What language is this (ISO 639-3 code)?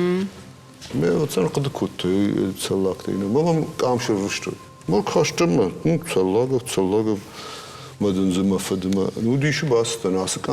oss